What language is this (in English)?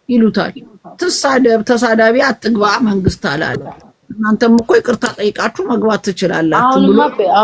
Amharic